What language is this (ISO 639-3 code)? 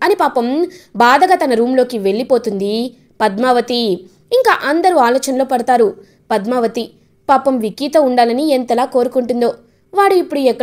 tel